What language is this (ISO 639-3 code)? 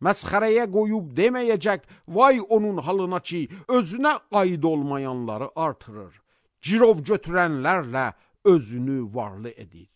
aze